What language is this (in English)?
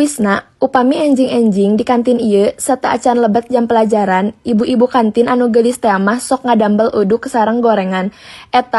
Sundanese